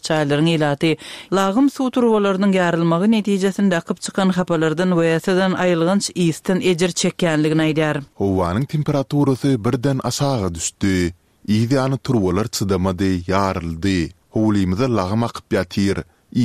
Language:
Turkmen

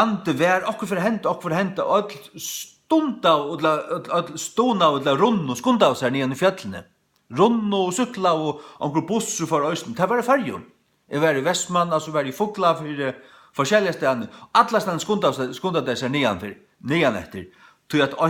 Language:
Faroese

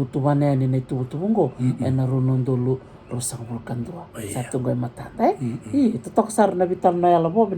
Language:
Fijian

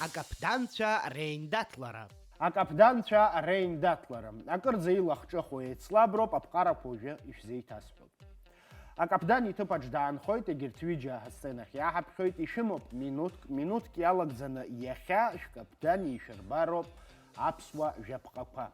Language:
Abkhazian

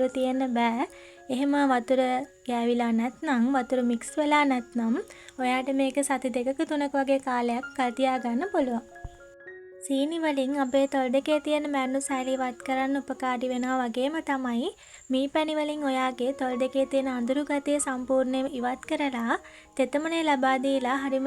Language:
Sinhala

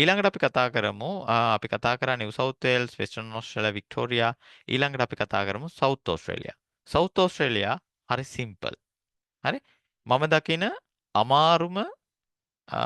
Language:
Sinhala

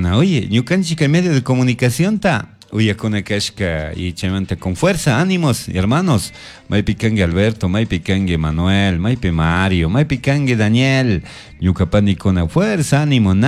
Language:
Chimborazo Highland Quichua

